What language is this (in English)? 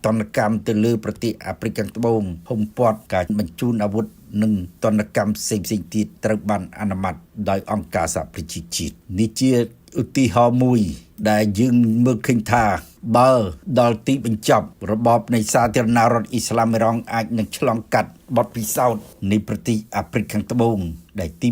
Khmer